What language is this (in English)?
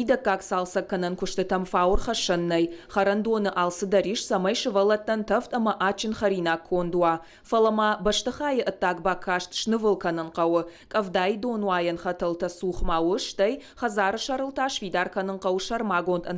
Ossetic